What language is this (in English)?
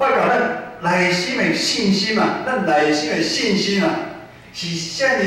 Min Nan Chinese